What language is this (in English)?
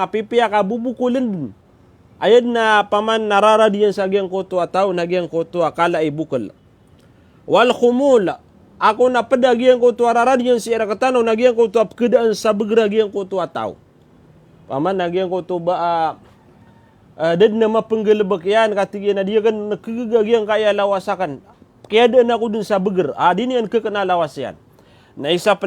Maranao